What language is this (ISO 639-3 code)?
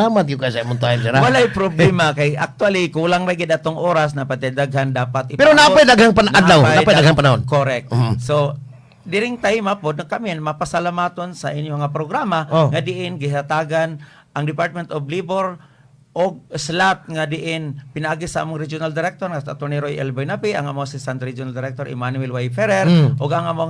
ceb